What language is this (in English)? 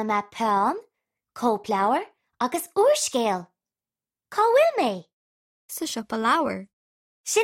Irish